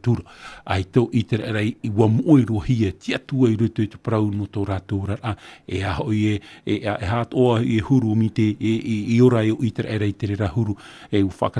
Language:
Tahitian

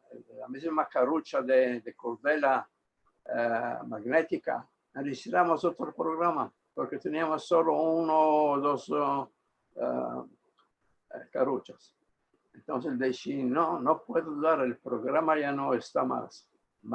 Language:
Ladino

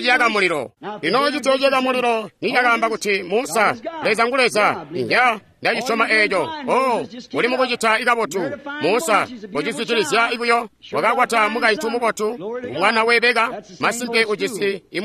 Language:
Tonga (Zambia)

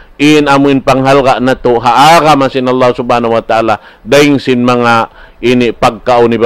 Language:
Tausug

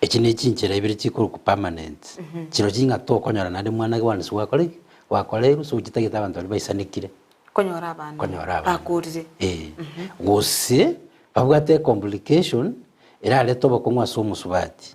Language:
Gusii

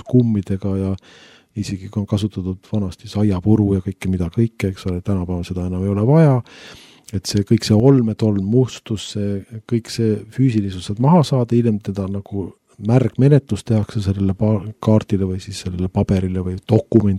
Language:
Estonian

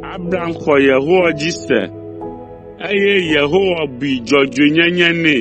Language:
Ewe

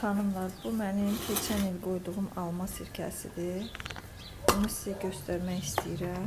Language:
Azerbaijani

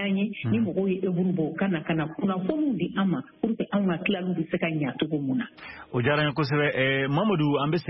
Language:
Bambara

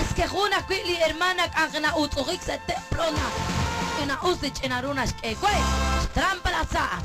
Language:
Kekchí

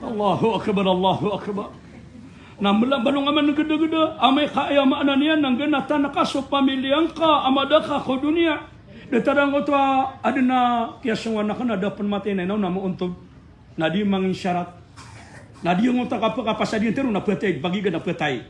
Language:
Maranao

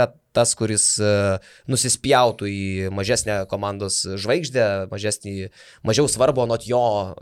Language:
Lithuanian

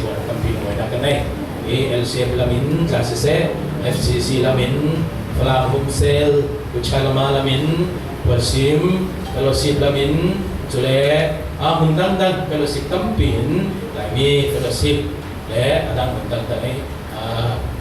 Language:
Falam Chin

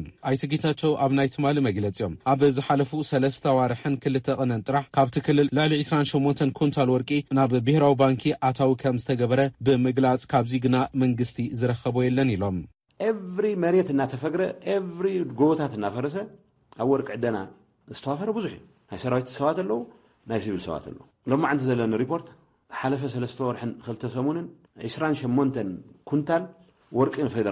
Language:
Tigrinya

